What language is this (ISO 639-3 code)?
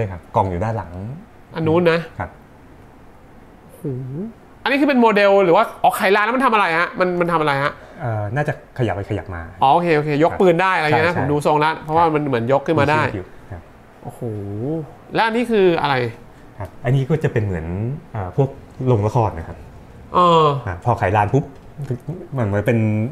tha